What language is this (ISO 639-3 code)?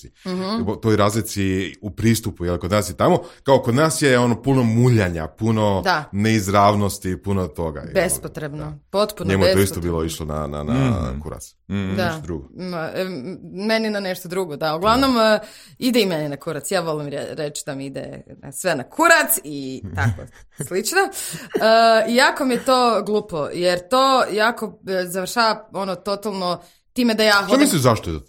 hrv